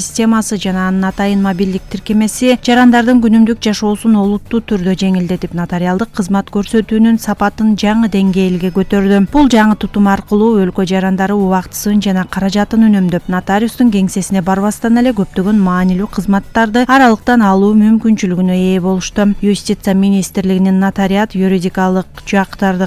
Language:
Kyrgyz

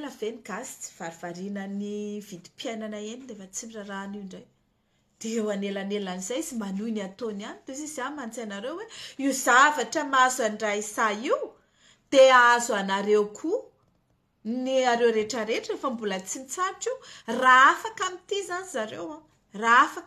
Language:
Malagasy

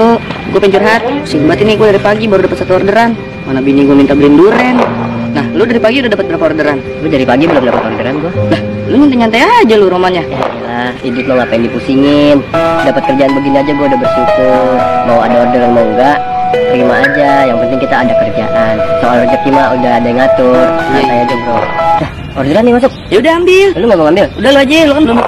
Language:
Musi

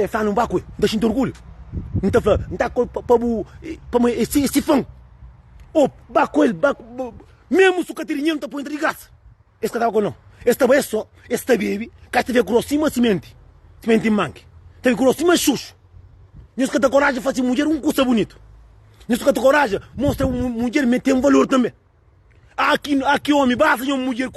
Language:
Kabuverdianu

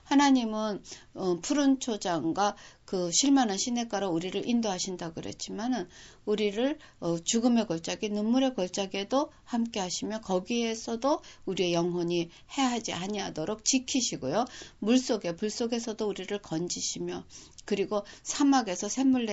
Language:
Korean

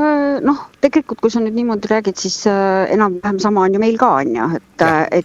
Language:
Estonian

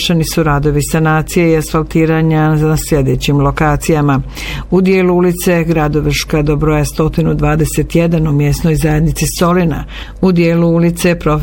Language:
Bosnian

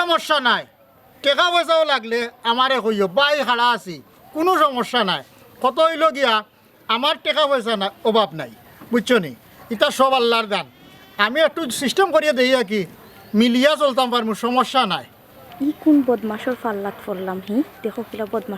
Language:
Sylheti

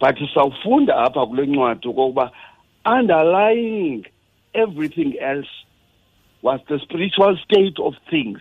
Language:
Xhosa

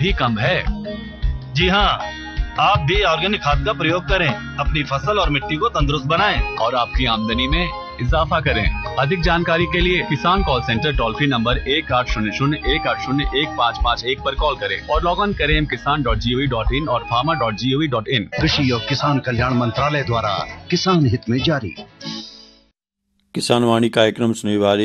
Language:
Hindi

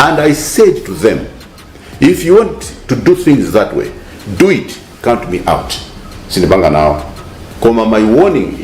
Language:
Nyanja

